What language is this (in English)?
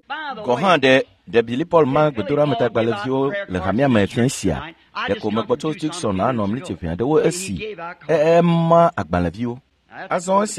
Ewe